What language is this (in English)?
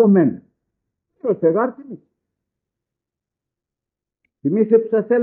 Greek